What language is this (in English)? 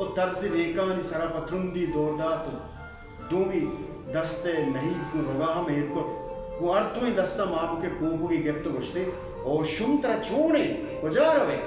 Baluchi